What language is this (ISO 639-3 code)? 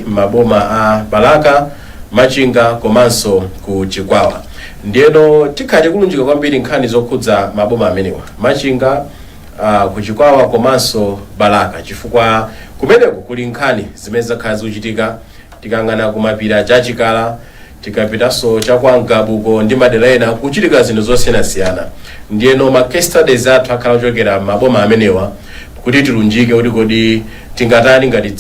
nya